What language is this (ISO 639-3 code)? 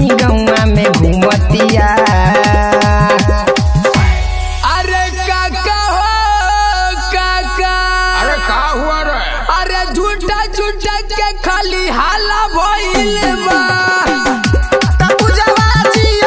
bho